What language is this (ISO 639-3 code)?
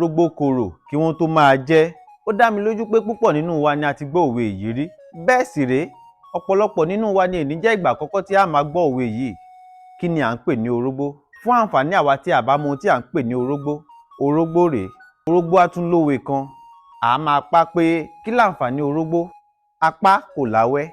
yor